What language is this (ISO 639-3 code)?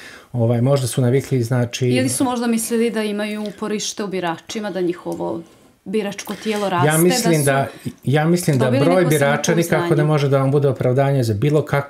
bos